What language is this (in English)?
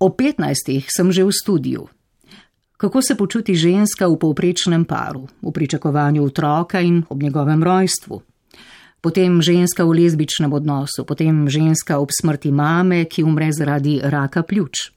Slovenian